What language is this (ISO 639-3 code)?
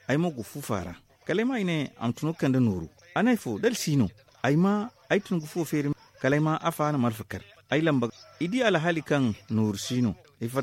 dje